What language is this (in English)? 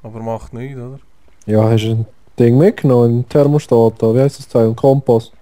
Swiss German